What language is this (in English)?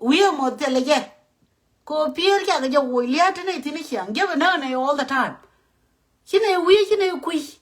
Nuer